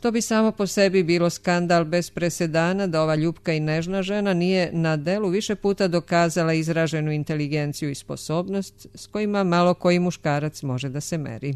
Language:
Serbian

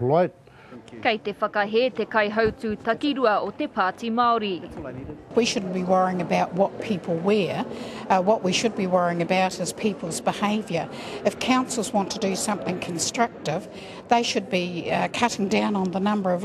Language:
Māori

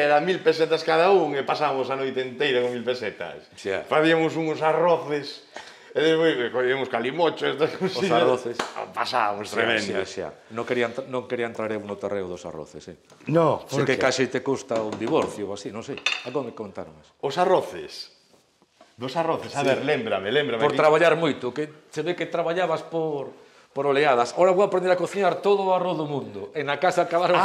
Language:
Galician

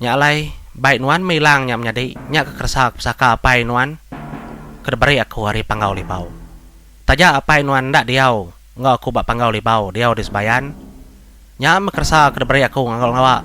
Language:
Iban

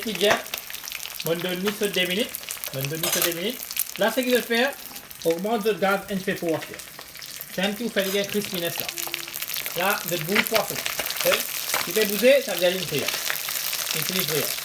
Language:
Morisyen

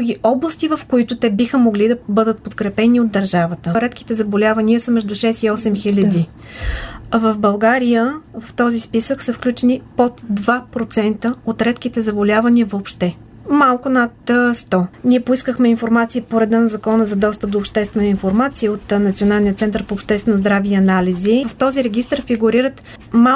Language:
Bulgarian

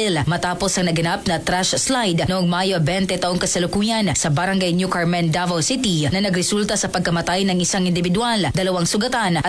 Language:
Filipino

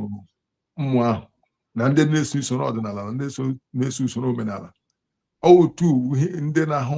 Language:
Igbo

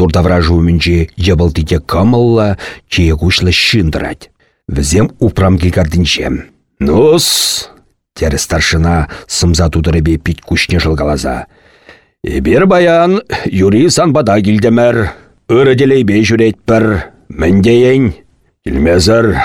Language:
Chuvash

